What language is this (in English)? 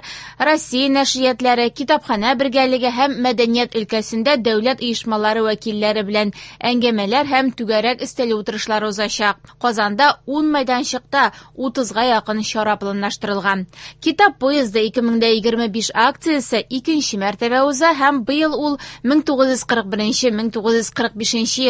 Tatar